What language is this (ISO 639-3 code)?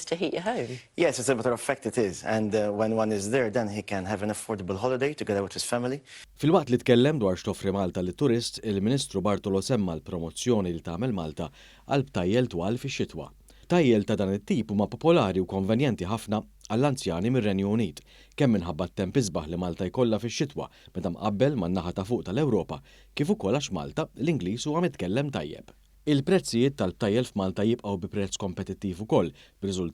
mlt